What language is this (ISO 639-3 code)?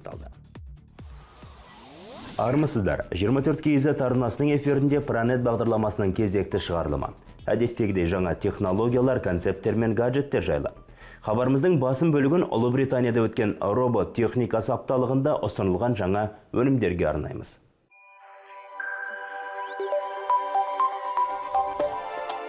kaz